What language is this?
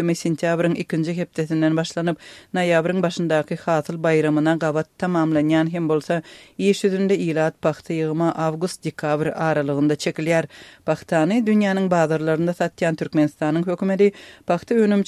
Turkmen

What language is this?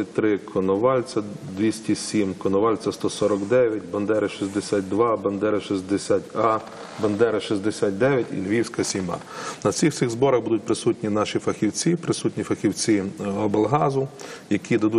Ukrainian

